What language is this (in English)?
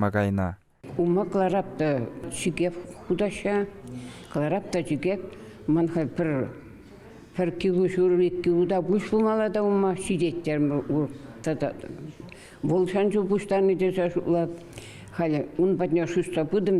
Chuvash